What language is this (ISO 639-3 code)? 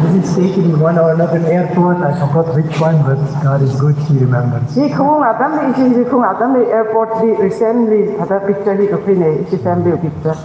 nmf